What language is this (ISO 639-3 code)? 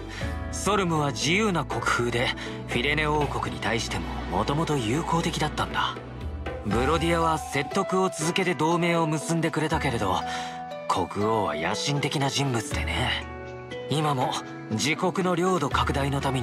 jpn